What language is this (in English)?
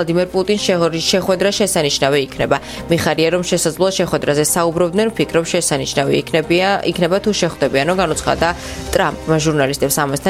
Georgian